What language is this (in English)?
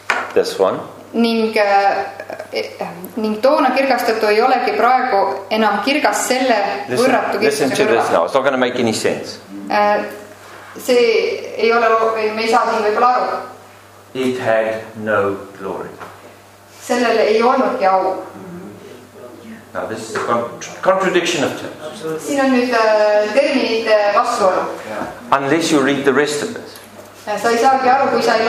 Estonian